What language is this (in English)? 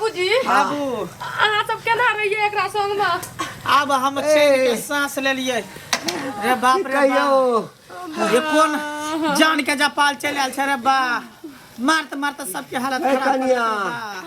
Maithili